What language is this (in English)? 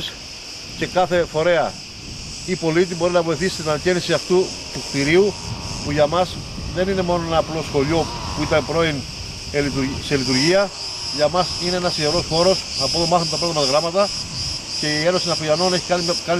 Greek